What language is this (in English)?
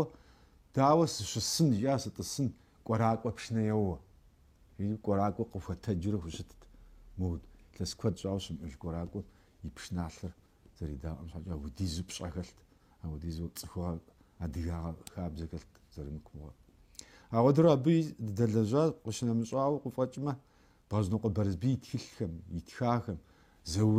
Kabardian